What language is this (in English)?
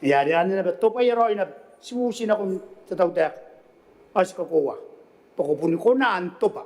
Gilbertese